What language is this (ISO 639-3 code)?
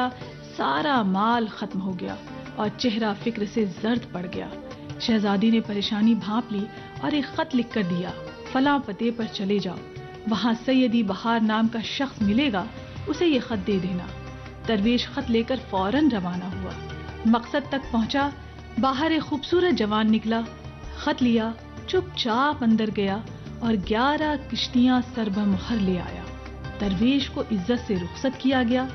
urd